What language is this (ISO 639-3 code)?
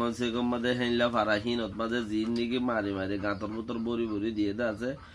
rhg